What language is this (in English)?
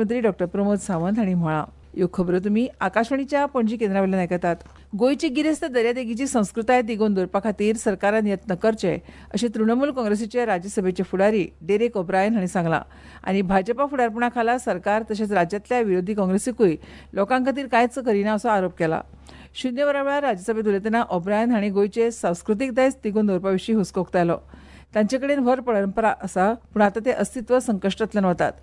Konkani